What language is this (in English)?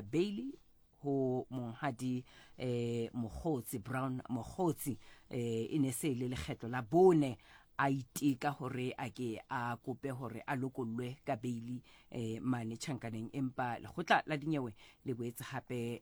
Southern Sotho